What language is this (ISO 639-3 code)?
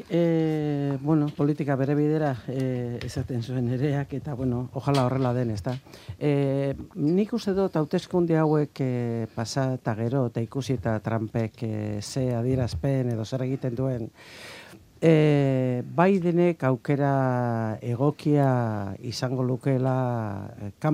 eus